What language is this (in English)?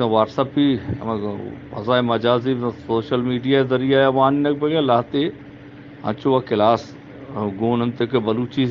Eastern Balochi